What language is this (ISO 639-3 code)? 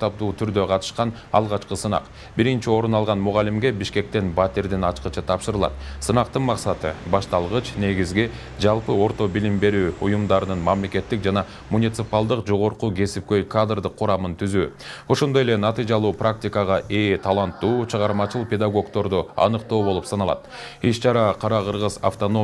kir